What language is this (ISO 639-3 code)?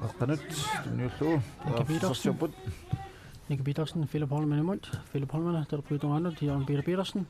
kal